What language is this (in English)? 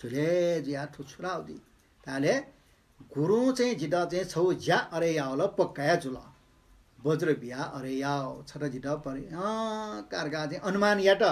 Newari